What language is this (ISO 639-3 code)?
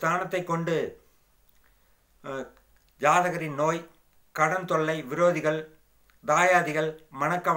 tam